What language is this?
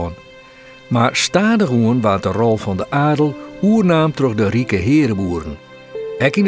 Western Frisian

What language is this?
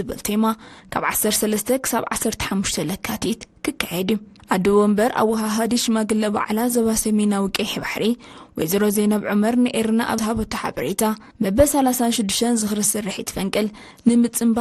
Tigrinya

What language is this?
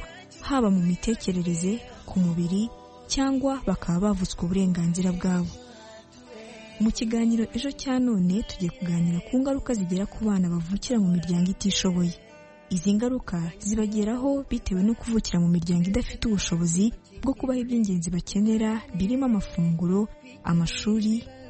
Kinyarwanda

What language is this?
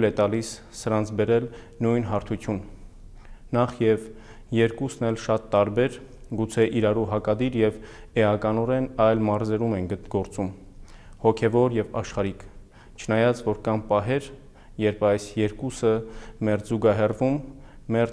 Armenian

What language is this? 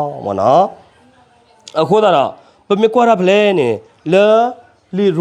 S'gaw Karen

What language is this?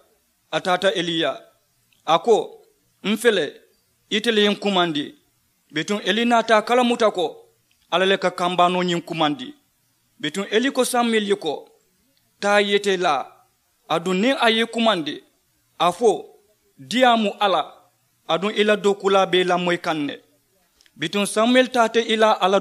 Mandingo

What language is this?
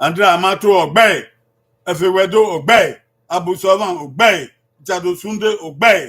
Bini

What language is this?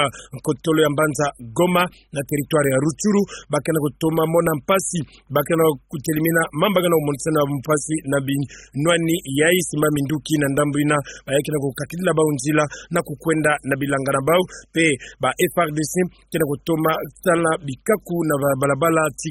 Kituba (Democratic Republic of Congo)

